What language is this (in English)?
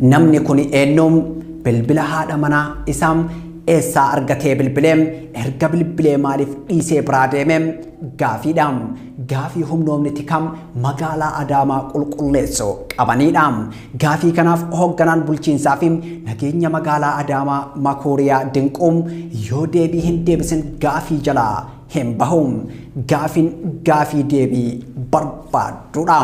Oromo